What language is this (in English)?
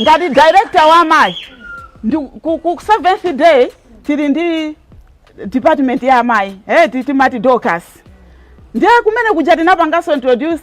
Nyanja